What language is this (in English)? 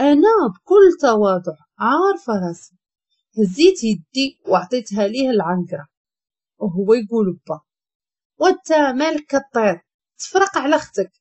Moroccan Arabic